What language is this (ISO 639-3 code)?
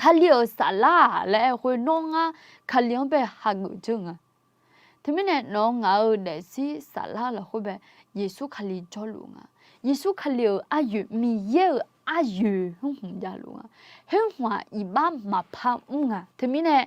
ahk